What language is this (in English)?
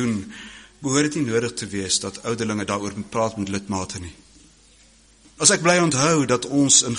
Afrikaans